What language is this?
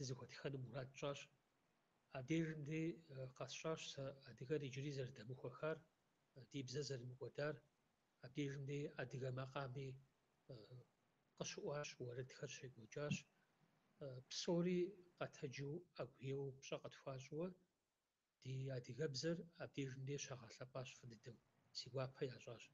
Kabardian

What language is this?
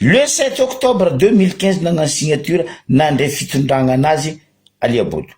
Malagasy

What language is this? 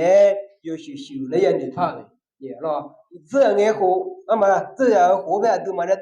Akha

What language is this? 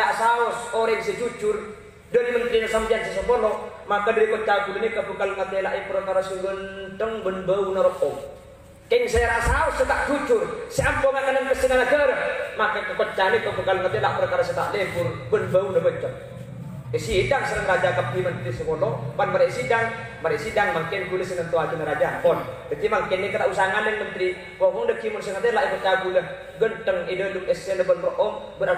Madurese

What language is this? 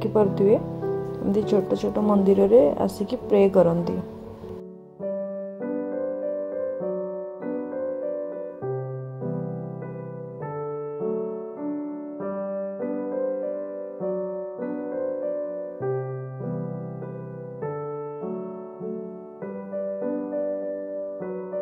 Odia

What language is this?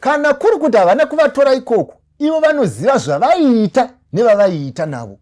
Shona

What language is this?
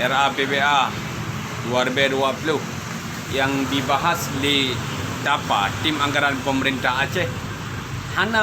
Achinese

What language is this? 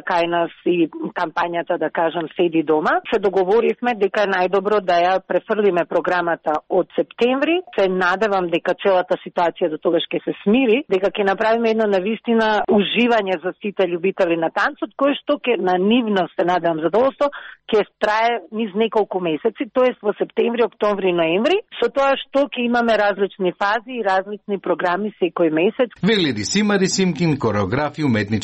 Macedonian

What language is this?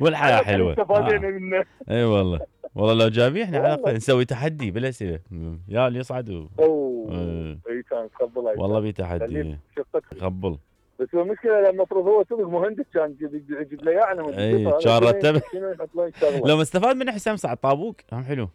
Mesopotamian Arabic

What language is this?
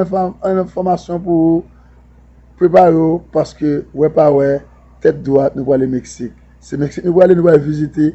Haitian Creole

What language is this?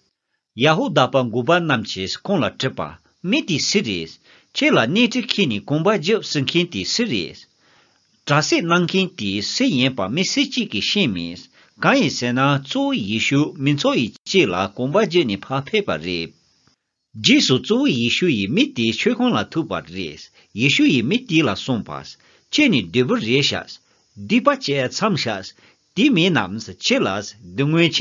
Tibetan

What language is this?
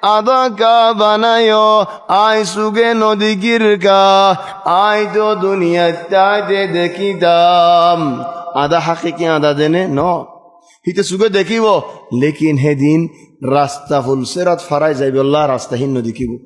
Rohingya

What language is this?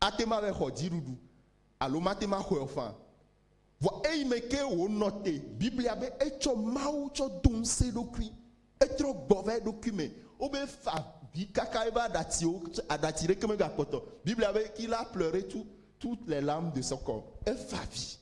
Ewe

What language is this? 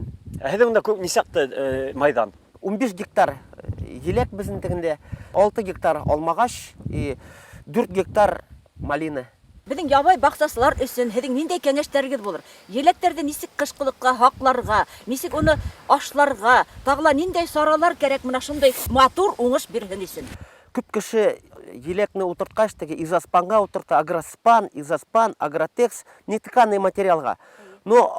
Bashkir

